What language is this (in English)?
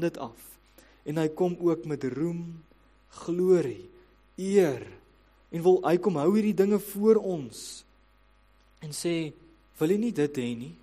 Afrikaans